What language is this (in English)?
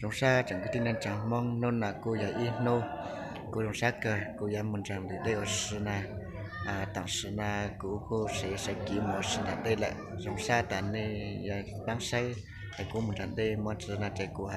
Hmong